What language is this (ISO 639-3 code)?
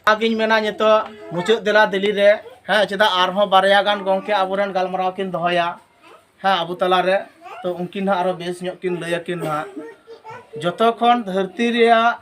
sat